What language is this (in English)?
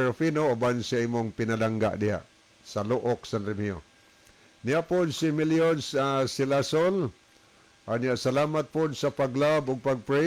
Cebuano